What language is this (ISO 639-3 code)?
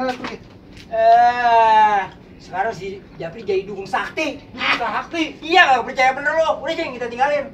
bew